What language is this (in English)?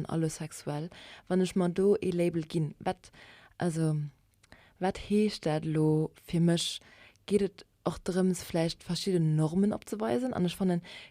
Luxembourgish